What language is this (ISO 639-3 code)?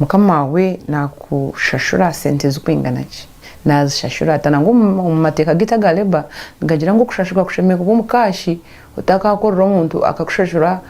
nyn